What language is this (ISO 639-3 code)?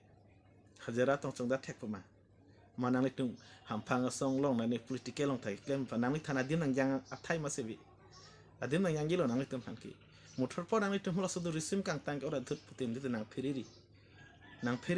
mjw